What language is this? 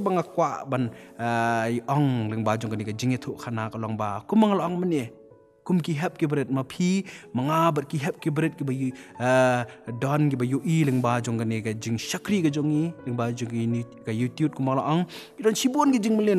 Khasi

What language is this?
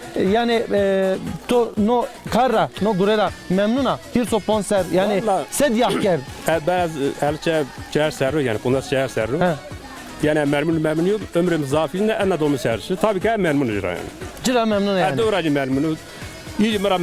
Zaza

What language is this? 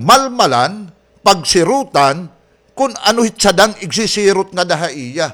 Waray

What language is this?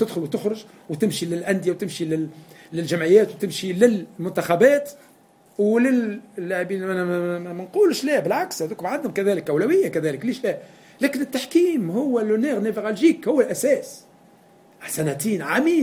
Tunisian Arabic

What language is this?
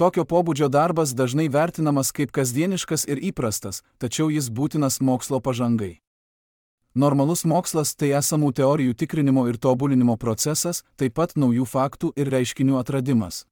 Lithuanian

